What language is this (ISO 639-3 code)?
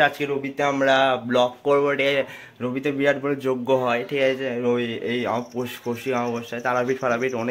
ben